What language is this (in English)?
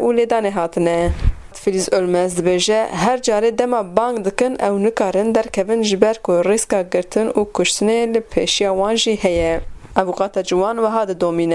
Kurdish